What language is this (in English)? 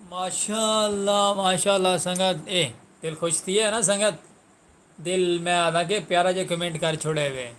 Saraiki